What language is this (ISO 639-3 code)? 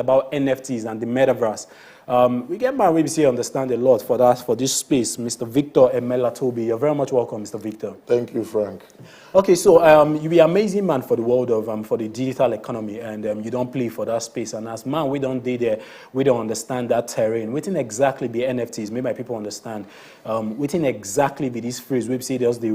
pcm